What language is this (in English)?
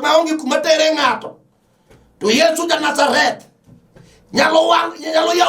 Luo (Kenya and Tanzania)